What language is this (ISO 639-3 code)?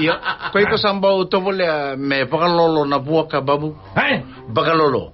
fij